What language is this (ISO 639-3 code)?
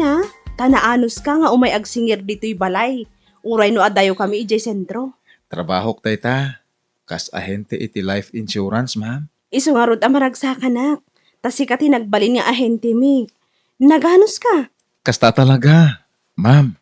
ilo